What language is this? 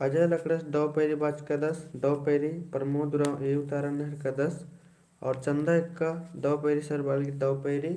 Kurukh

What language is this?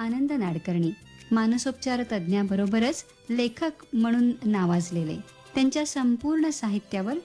Marathi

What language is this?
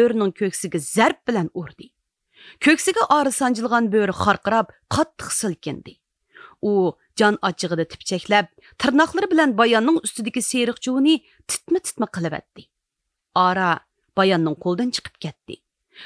Uyghur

